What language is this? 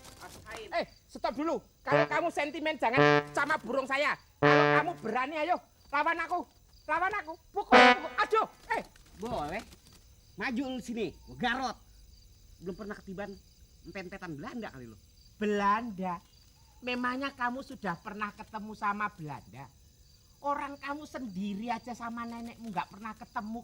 Betawi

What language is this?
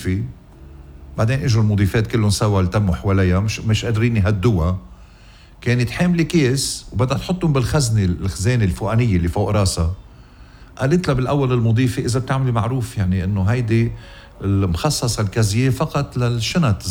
North Levantine Arabic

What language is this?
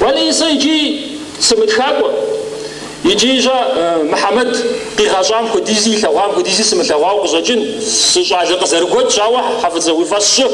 Kabardian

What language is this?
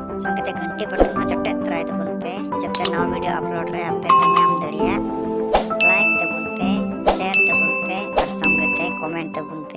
Santali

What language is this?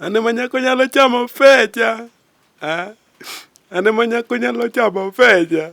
Luo (Kenya and Tanzania)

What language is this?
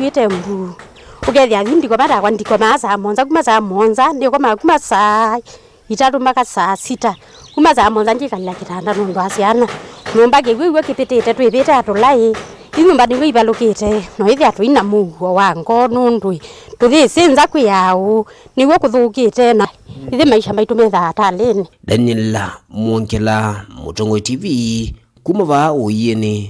Kamba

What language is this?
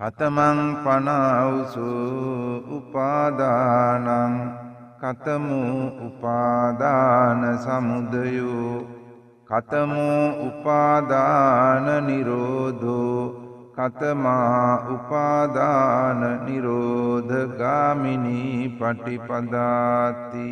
Sinhala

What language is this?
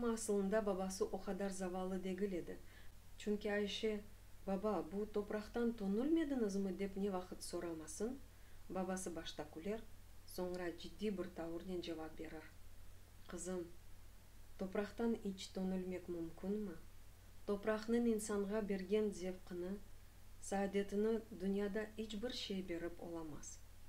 Crimean Tatar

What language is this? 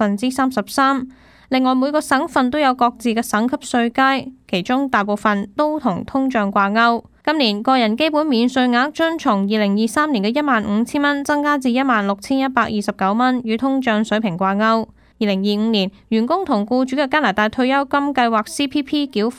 Cantonese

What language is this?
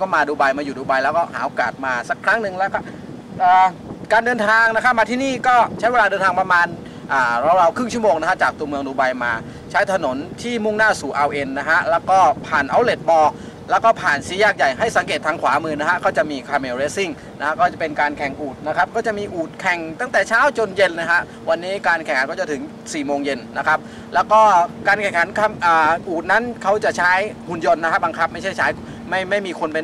Thai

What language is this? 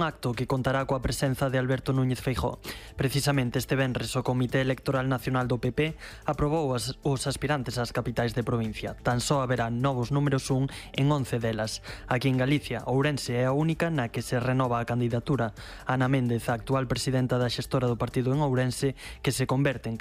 Galician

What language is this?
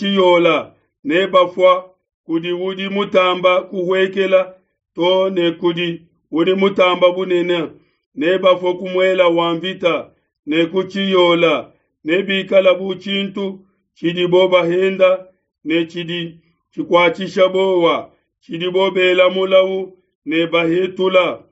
Luba-Lulua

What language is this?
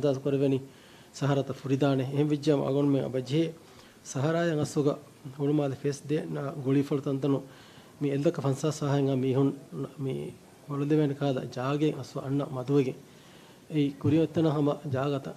Divehi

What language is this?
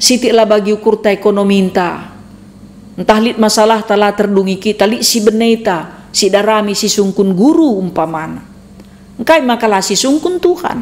Batak Karo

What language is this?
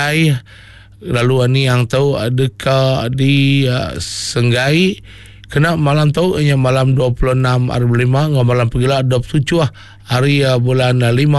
Iban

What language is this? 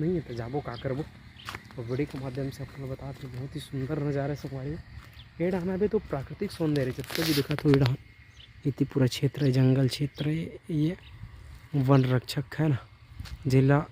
Chhattisgarhi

